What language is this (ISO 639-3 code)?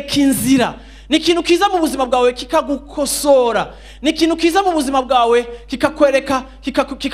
run